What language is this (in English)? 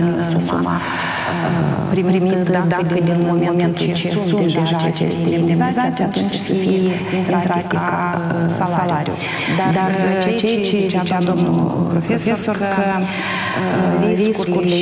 Romanian